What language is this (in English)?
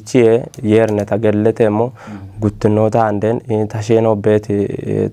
Kafa